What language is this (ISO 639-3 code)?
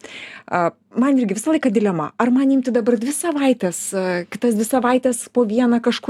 lit